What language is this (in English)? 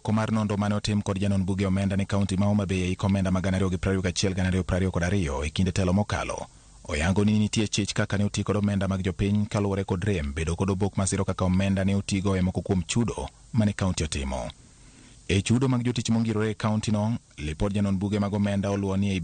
Luo (Kenya and Tanzania)